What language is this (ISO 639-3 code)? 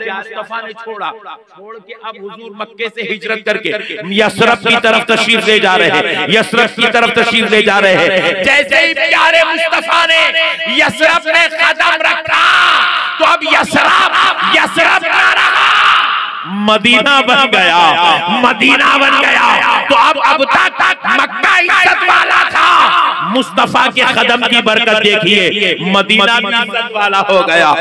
hin